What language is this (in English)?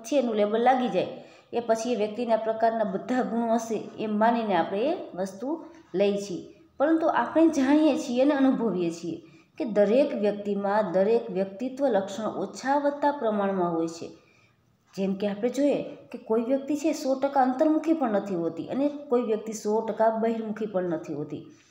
Gujarati